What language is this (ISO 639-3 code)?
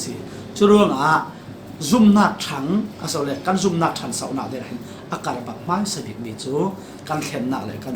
cfm